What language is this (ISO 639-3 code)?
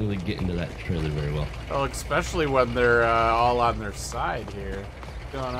eng